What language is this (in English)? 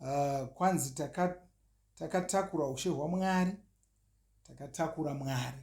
Shona